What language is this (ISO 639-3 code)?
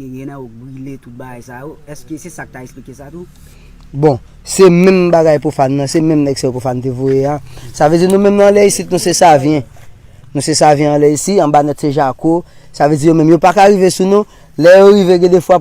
hat